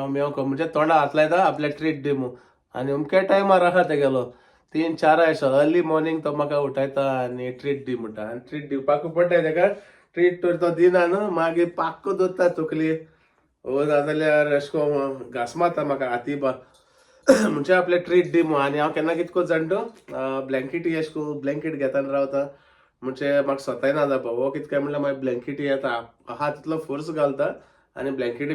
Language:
Konkani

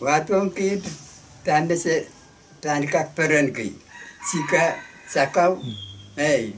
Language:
Pohnpeian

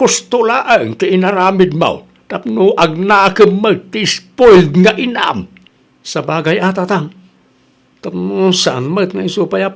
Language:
Iloko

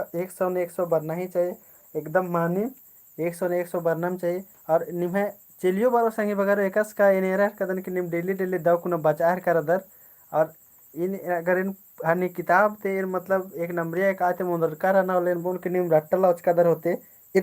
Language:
Kurukh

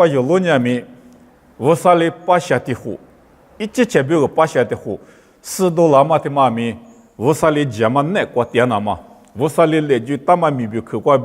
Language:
Lisu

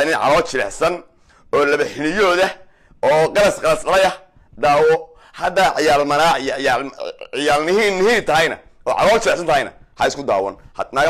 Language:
Somali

